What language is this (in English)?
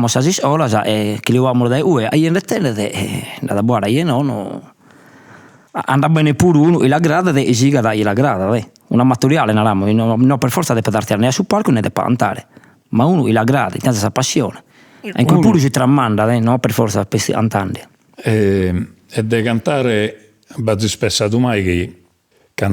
Sardinian